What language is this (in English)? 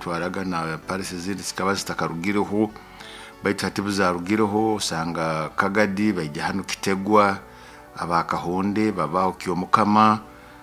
Nyoro